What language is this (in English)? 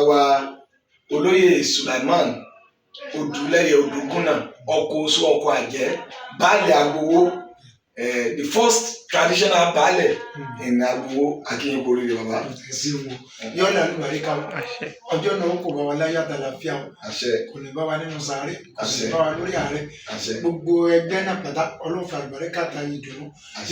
Yoruba